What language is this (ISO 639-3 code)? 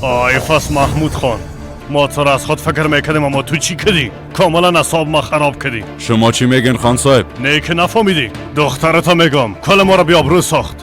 fas